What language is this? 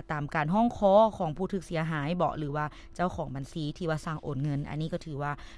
Lao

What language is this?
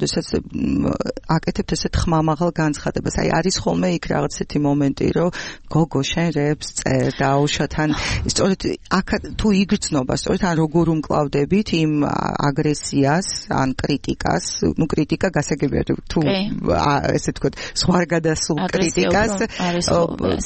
Georgian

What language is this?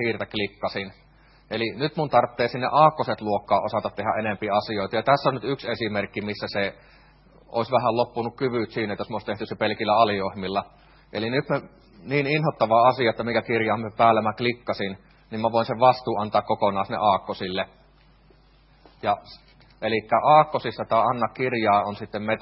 Finnish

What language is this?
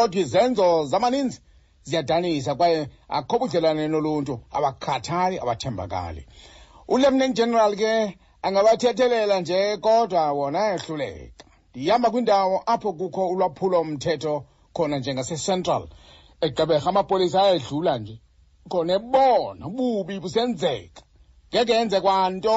Xhosa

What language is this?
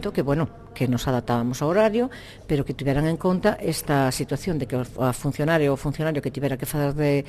Galician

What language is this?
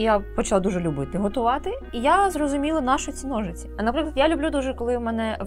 Ukrainian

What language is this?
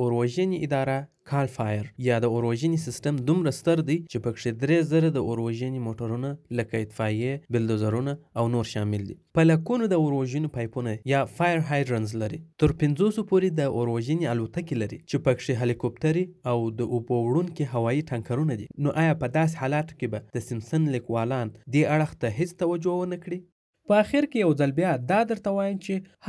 Pashto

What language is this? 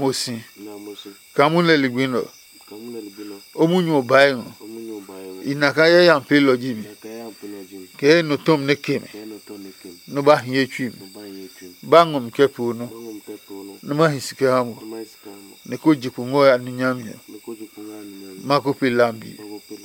Adangme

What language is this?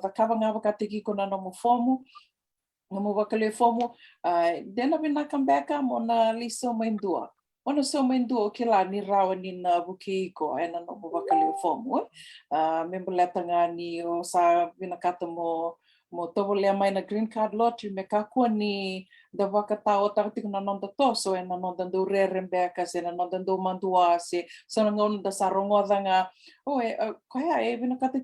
Fijian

